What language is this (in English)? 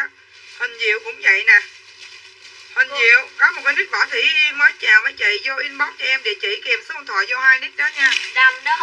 Vietnamese